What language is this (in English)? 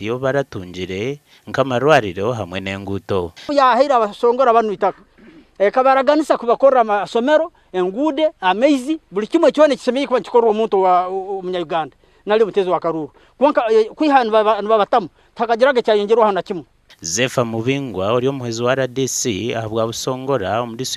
Nyankole